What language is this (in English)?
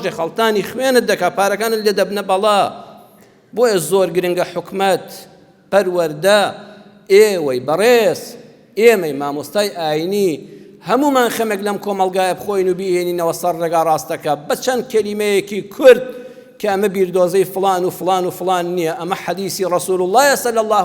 Central Kurdish